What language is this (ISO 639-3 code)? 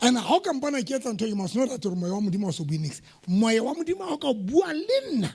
sot